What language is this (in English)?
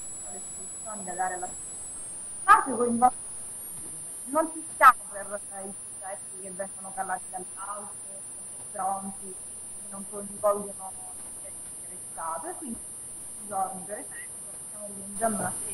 Italian